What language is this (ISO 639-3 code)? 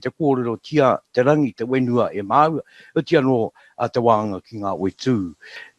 mri